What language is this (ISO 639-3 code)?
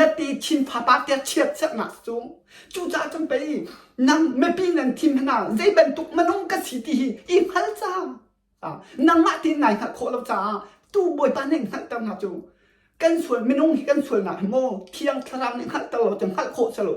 cnh